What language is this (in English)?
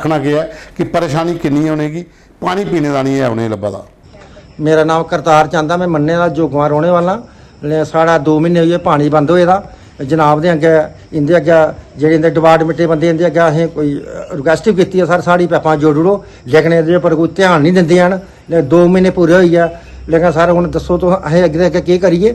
Dogri